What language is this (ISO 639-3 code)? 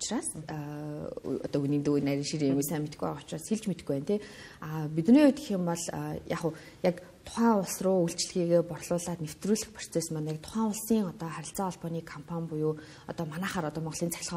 mon